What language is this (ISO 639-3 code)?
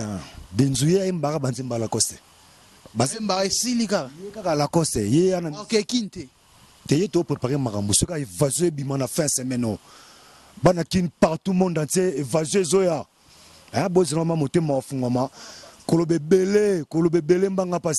lin